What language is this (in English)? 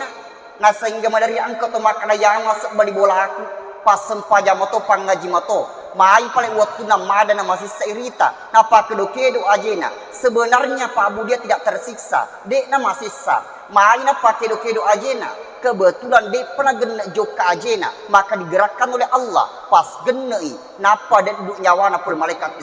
Buginese